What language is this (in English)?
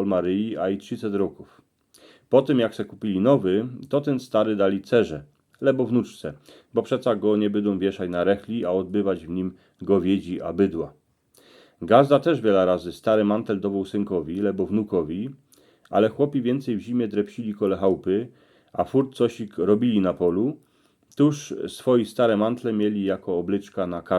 Silesian